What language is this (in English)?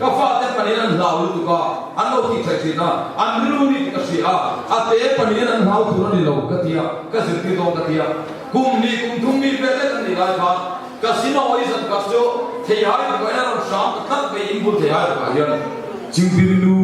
Mizo